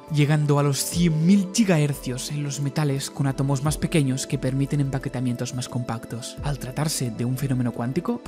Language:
Spanish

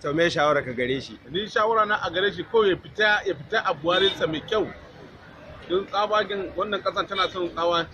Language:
Hausa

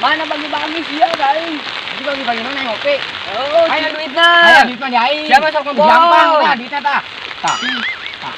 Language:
Sundanese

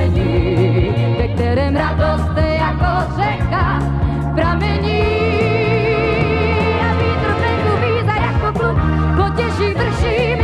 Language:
Czech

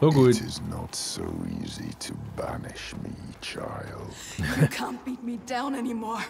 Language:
Swiss German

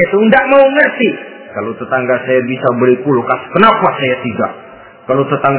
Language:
Indonesian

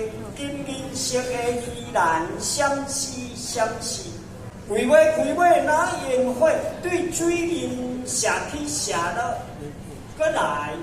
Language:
Min Nan Chinese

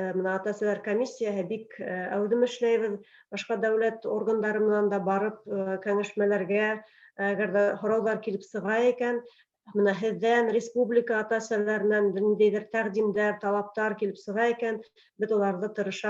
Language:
Bashkir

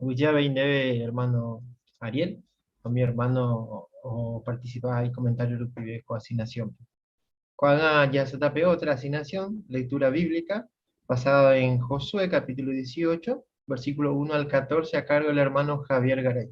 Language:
Guarani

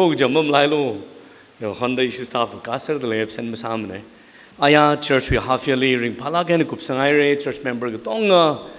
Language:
Tangkhul Naga (India)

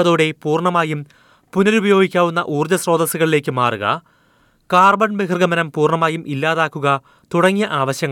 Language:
Malayalam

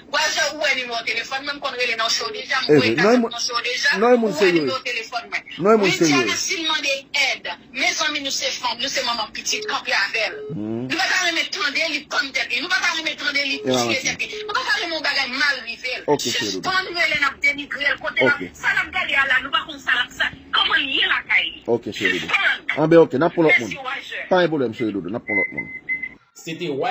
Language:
Haitian Creole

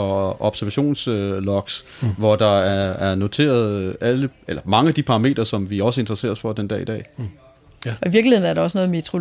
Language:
Danish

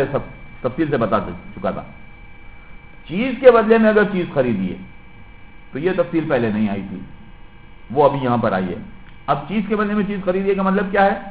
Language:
Urdu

